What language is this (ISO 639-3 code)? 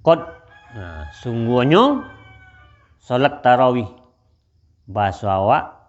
min